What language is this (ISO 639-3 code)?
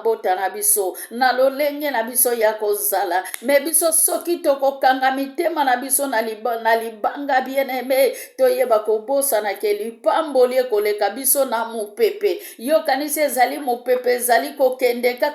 lin